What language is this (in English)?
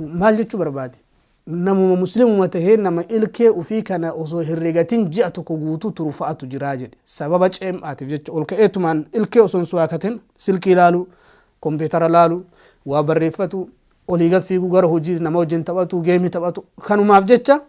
Oromo